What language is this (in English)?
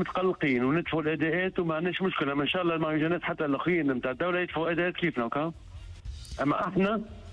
Tunisian Arabic